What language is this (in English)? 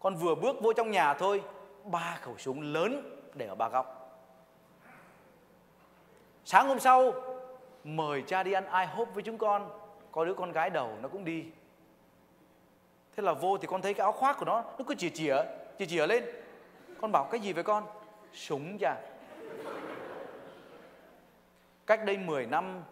Vietnamese